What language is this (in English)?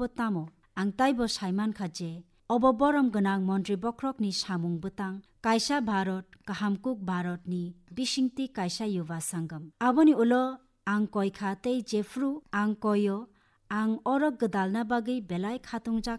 Kok Borok